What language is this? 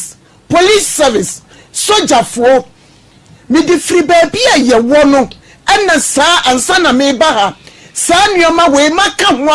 Akan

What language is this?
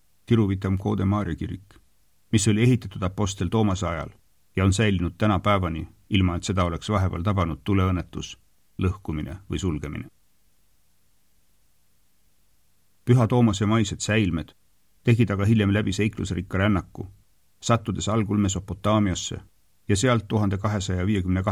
Estonian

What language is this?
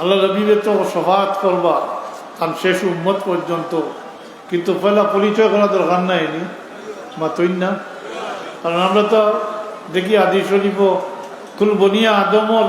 Sylheti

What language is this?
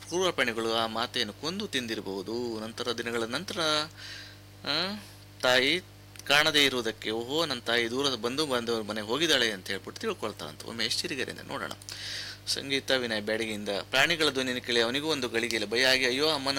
Kannada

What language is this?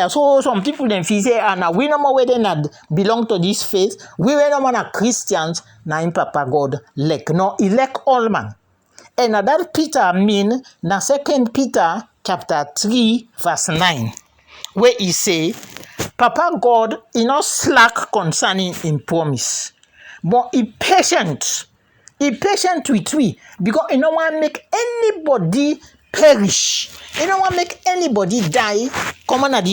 Krio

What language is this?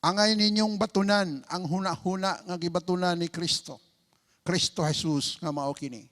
Cebuano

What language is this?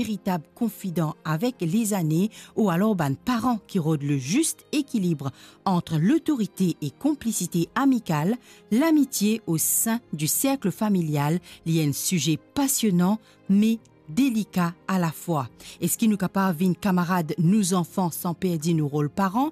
Morisyen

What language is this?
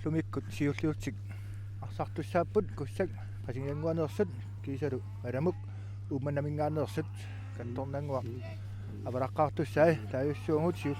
Kalaallisut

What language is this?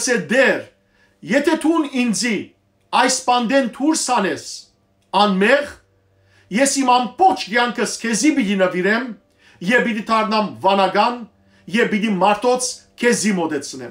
Western Armenian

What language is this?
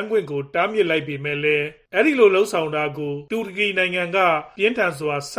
Burmese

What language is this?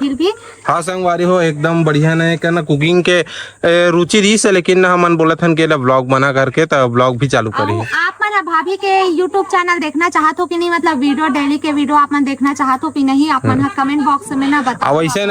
Chhattisgarhi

